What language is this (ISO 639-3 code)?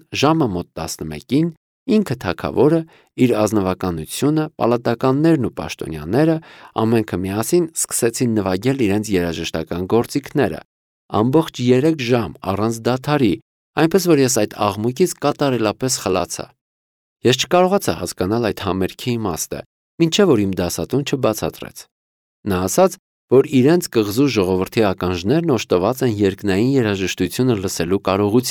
hye